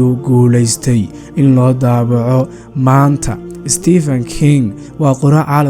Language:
Somali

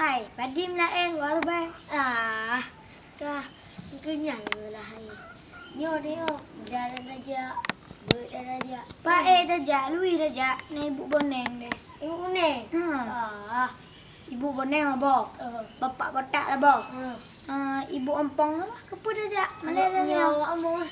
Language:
Achinese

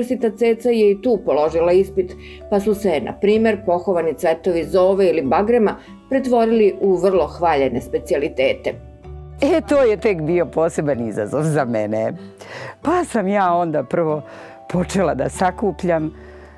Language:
Serbian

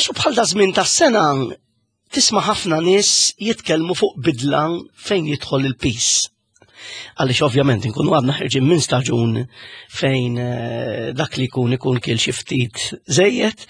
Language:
Maltese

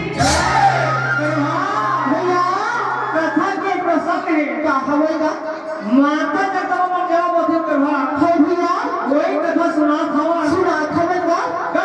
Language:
Chhattisgarhi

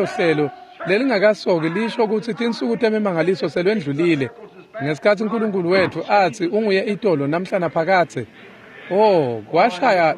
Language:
Swati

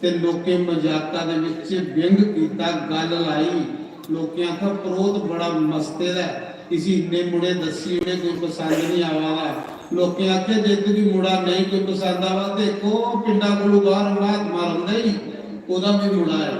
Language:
Dogri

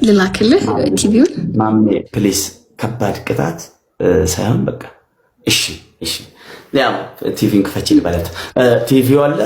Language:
Amharic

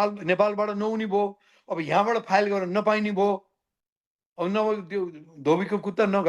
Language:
Nepali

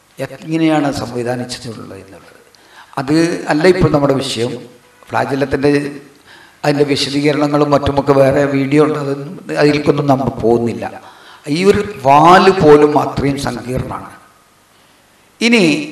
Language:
Malayalam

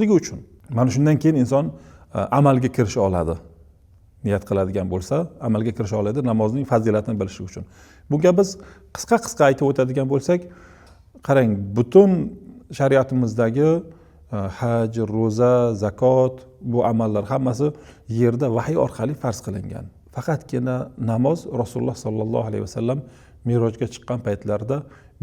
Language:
Uzbek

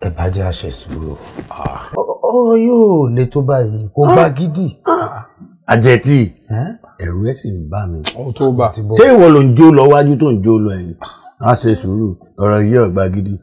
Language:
Yoruba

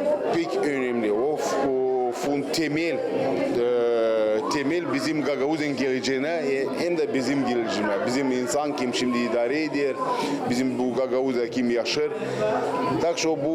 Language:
Gagauz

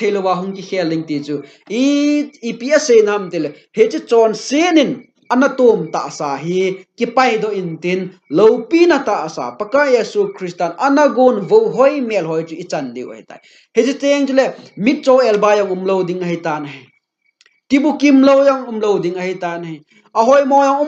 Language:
Thado Chin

